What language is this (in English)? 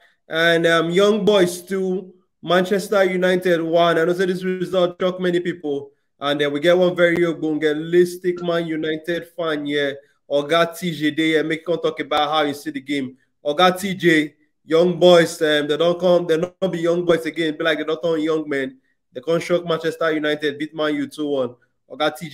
Nigerian Pidgin